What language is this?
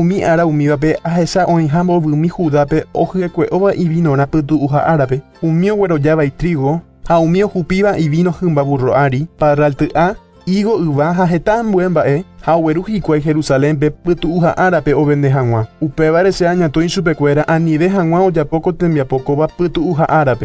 Guarani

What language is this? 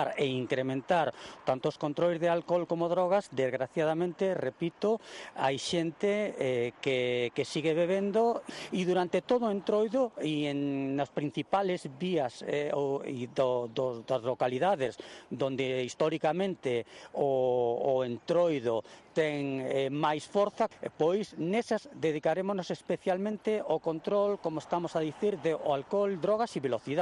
Galician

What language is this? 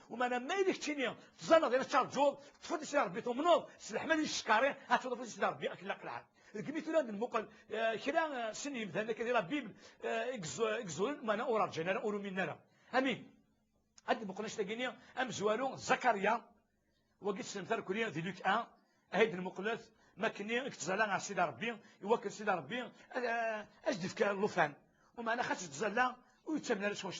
Kabyle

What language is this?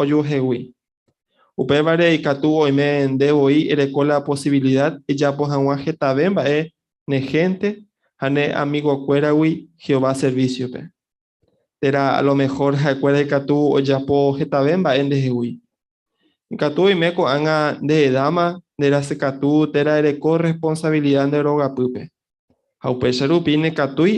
Guarani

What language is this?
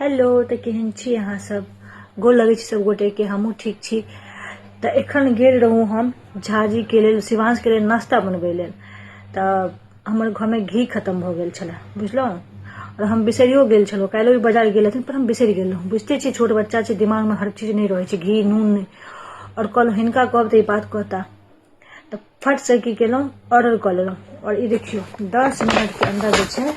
Maithili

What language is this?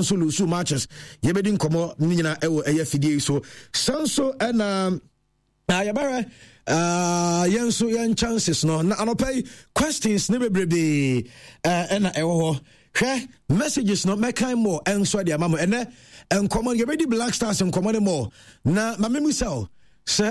Akan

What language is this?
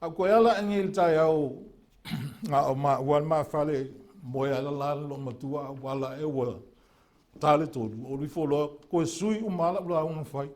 Samoan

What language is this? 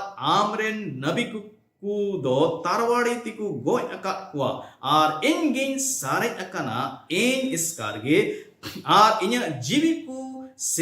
Santali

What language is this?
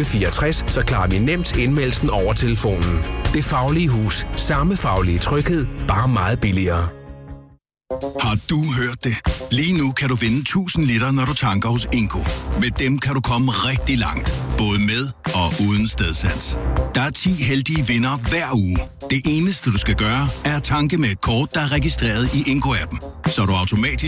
Danish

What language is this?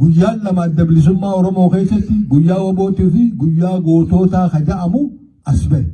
Oromo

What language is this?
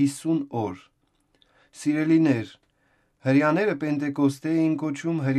Armenian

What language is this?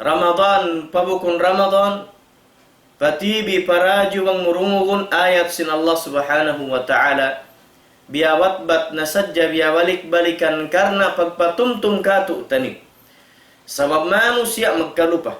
Tausug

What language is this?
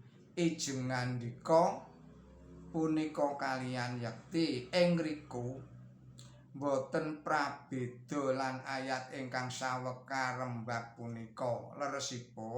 Javanese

